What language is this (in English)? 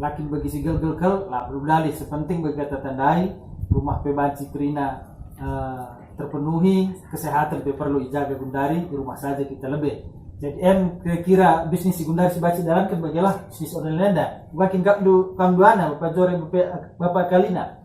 Batak Karo